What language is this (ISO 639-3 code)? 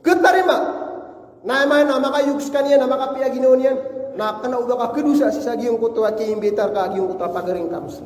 mrw